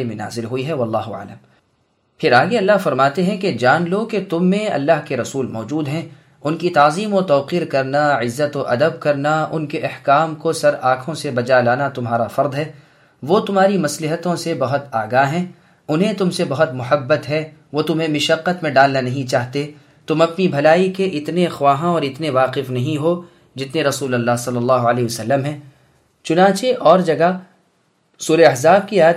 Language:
Urdu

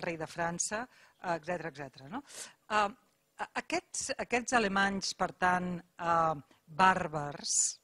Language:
Catalan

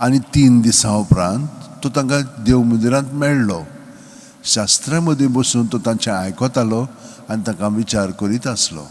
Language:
Konkani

